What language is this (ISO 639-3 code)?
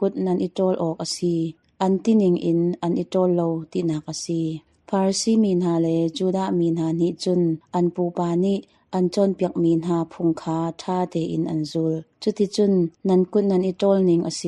cnh